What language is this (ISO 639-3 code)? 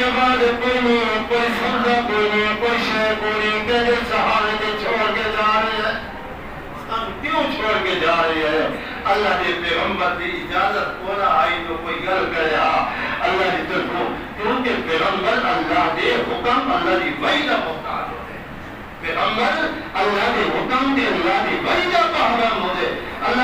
skr